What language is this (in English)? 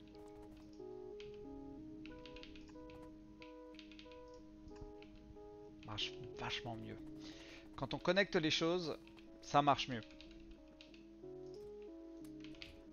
French